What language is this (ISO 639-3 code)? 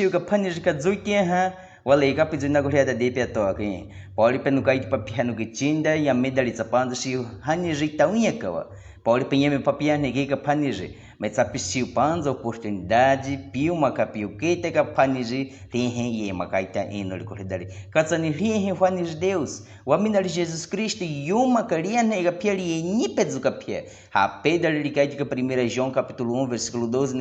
bwi